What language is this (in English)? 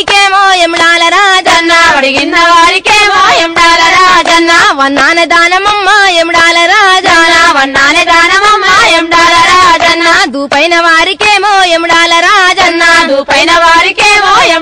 Telugu